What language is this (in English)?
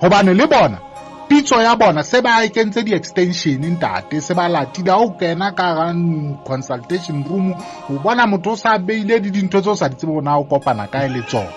Southern Sotho